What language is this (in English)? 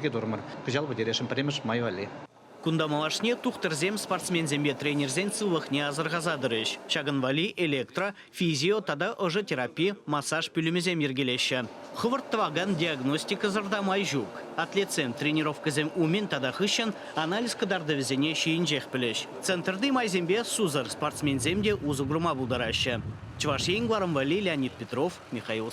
Chuvash